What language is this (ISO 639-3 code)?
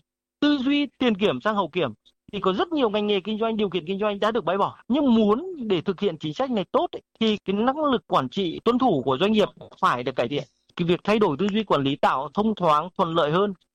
vie